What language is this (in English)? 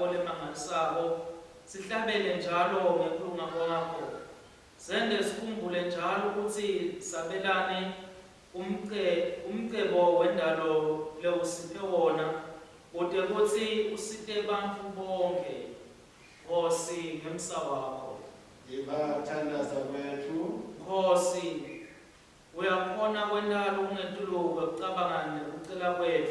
Swati